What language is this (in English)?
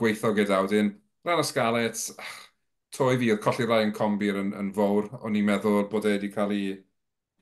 Welsh